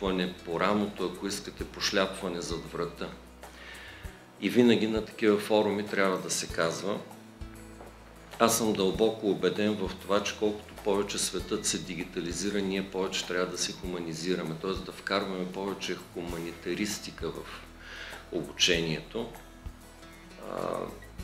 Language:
Bulgarian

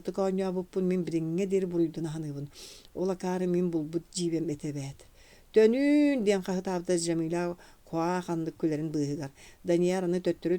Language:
Yakut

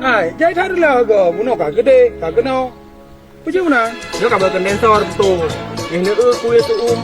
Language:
Achinese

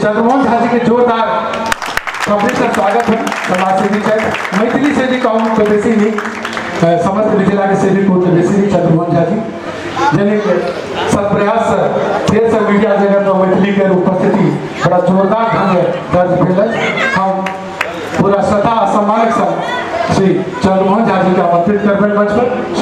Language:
Maithili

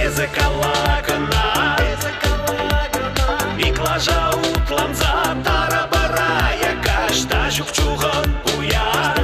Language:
Chuvash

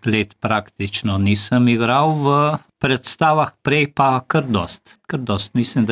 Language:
Slovenian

